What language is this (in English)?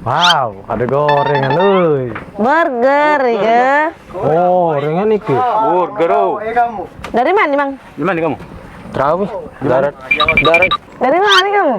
Musi